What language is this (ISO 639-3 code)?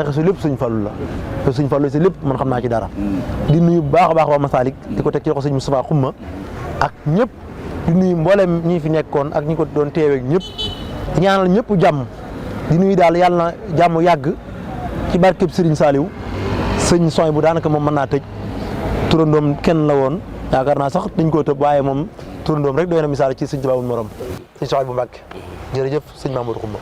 wol